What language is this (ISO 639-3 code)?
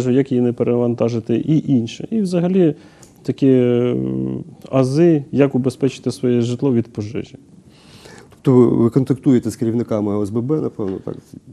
ukr